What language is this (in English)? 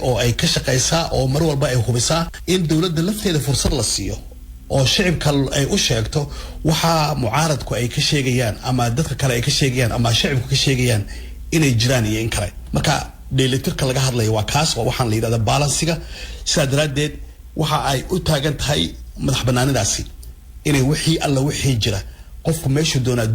Somali